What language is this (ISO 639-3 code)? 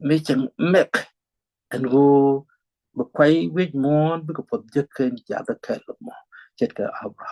nus